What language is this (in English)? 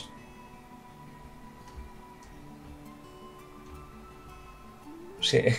Spanish